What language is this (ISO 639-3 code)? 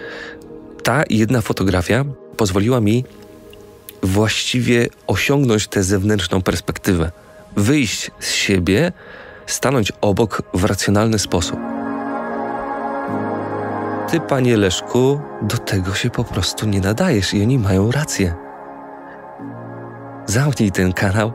pol